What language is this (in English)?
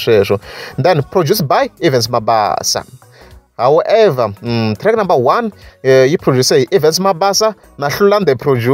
Tsonga